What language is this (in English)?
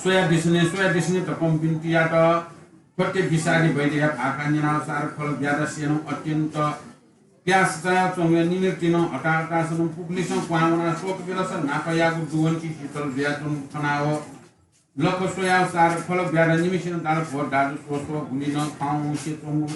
Newari